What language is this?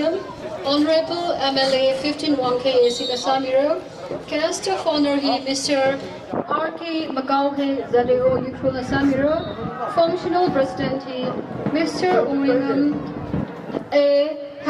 Tangkhul Naga (India)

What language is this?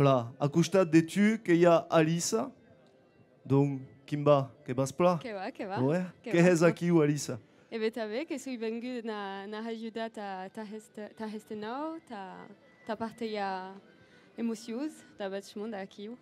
Occitan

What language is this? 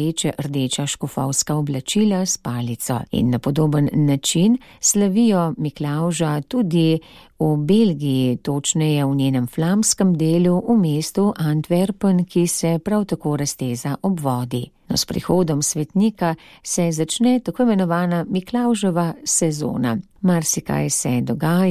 Slovenian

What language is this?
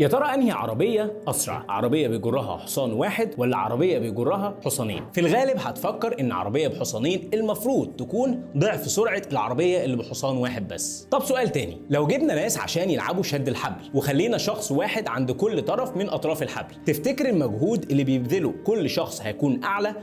Egyptian Arabic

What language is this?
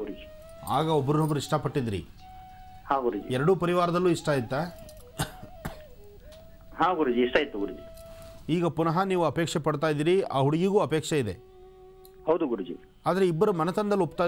Kannada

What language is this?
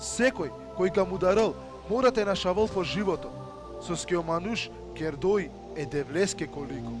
Balkan Romani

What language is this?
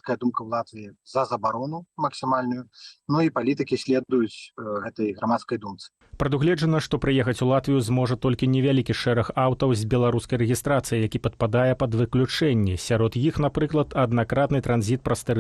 Belarusian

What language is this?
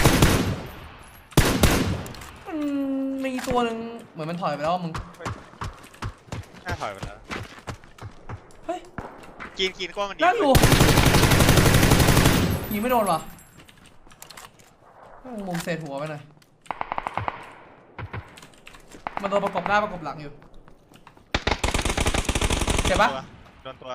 Thai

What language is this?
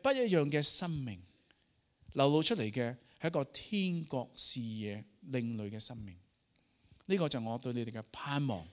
Cantonese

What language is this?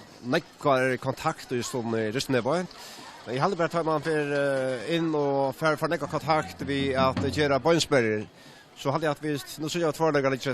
Faroese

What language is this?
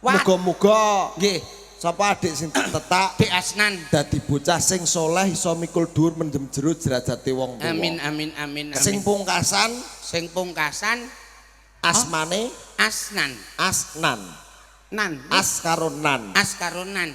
Javanese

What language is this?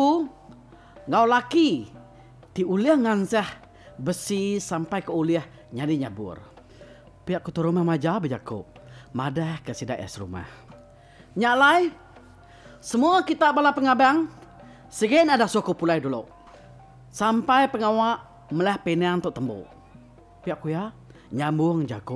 Iban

